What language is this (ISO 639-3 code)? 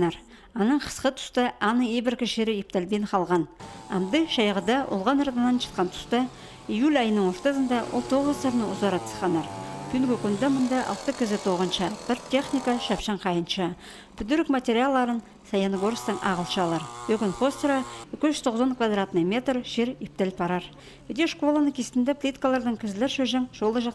kjh